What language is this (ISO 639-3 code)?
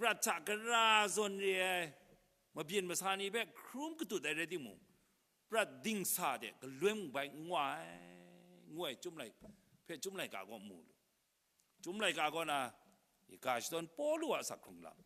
kac